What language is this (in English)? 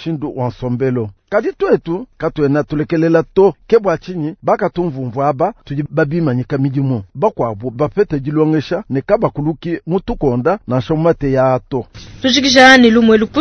Luba-Lulua